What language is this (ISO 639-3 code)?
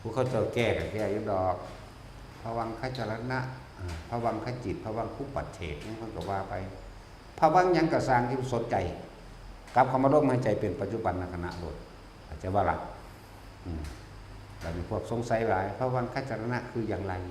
tts